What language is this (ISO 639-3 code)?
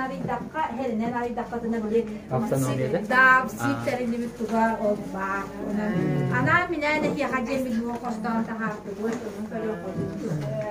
sah